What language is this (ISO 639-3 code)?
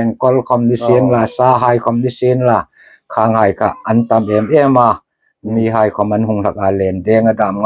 hmr